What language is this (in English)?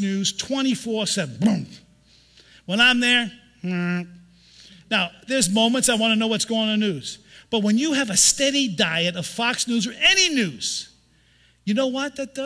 English